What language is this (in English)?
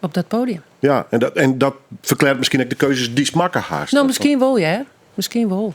Western Frisian